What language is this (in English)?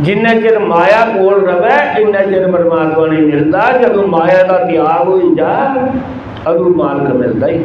Dogri